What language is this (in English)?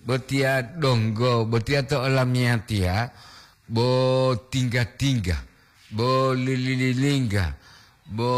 Gorontalo